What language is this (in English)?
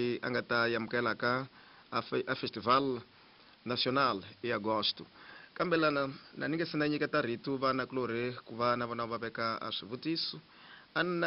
Tsonga